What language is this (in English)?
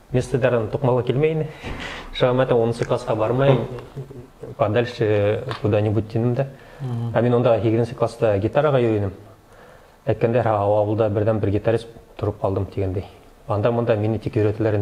Bashkir